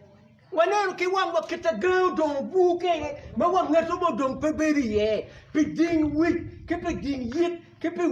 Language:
Acoli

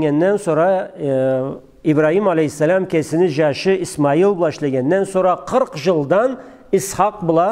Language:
Karachay-Balkar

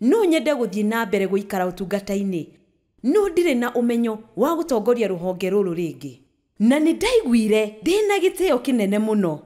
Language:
Kikuyu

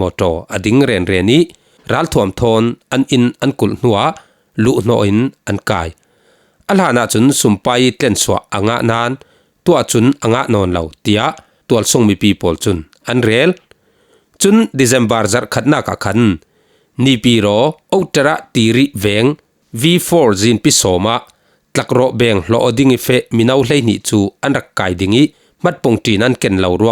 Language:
Falam Chin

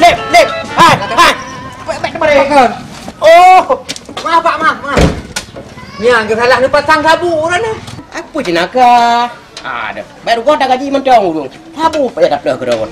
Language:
Achinese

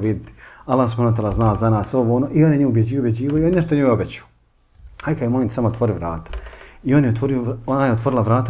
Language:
Bosnian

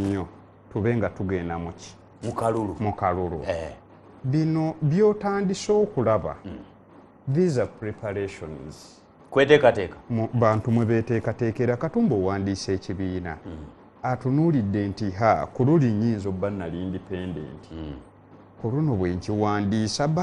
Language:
Ganda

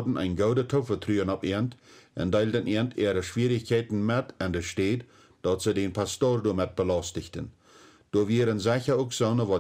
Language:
Plautdietsch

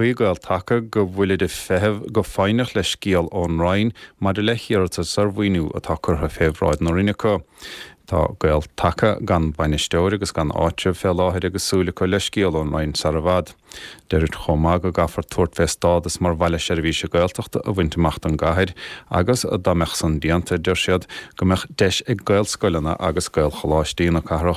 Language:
Irish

